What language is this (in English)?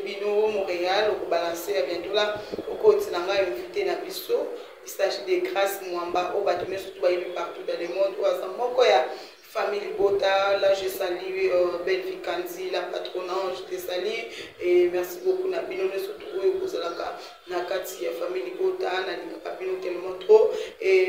Lingala